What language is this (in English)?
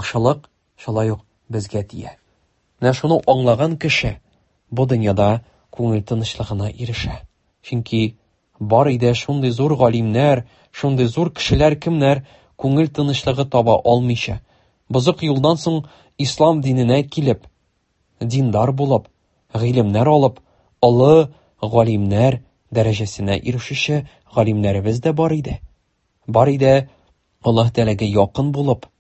Tatar